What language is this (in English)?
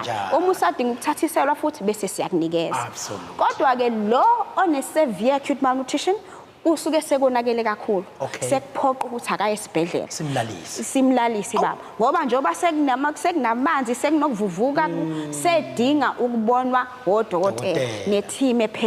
Zulu